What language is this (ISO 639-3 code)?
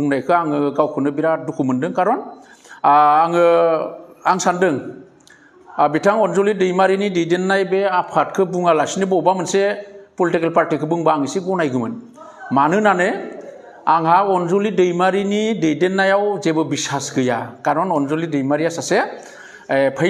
brx